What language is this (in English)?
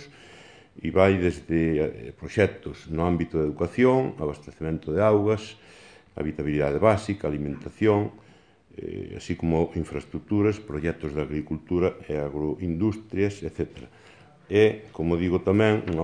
Galician